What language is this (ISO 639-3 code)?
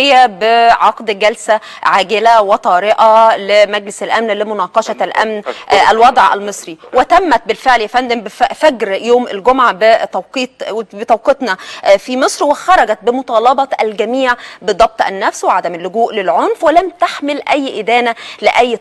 arz